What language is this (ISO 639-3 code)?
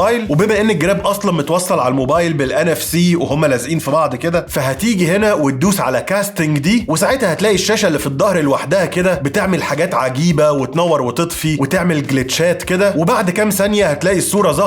arz